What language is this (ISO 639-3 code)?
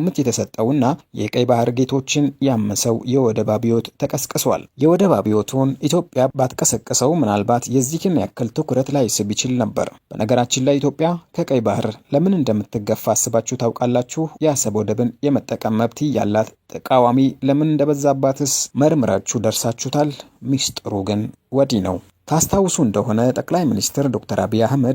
amh